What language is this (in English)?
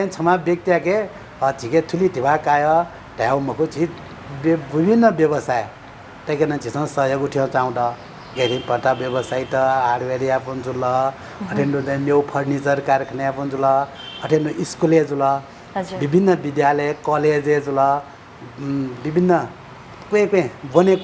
Newari